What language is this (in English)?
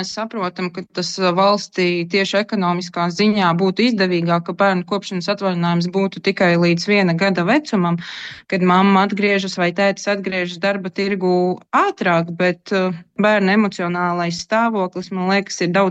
Latvian